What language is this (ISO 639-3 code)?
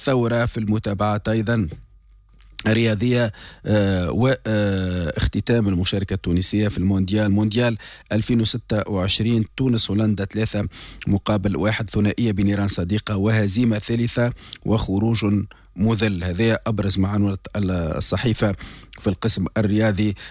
aeb